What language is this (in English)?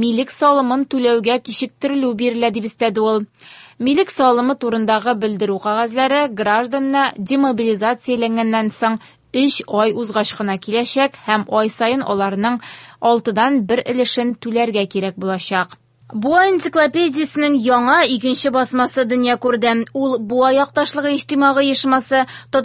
Tatar